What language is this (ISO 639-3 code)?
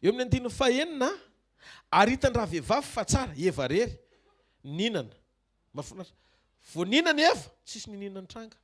mlg